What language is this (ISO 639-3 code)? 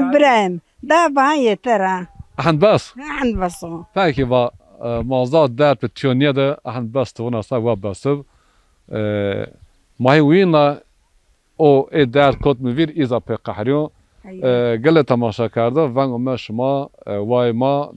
zza